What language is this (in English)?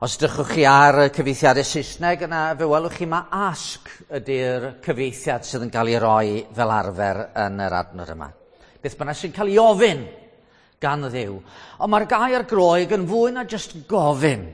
Welsh